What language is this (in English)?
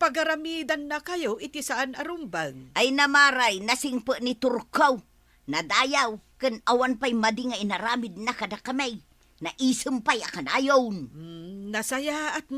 Iloko